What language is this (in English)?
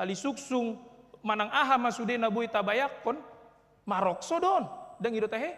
Batak Toba